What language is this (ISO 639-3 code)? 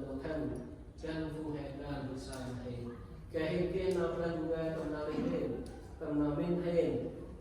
cmo